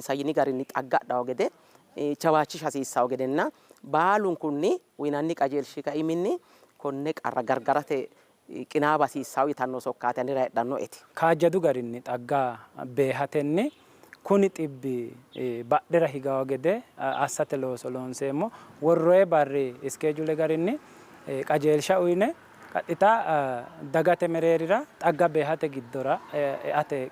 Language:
Sidamo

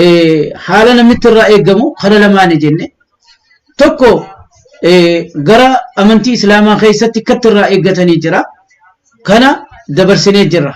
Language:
Oromo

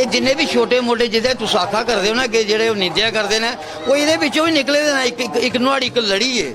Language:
Dogri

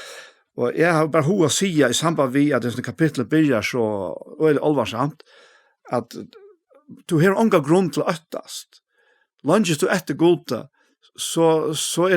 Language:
Faroese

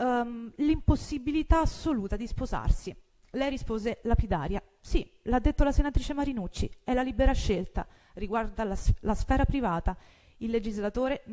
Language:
Italian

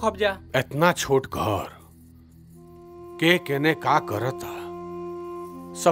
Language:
Bhojpuri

